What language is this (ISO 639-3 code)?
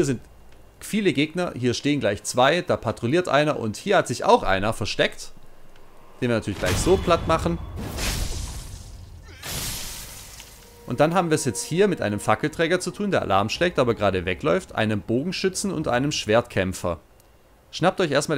deu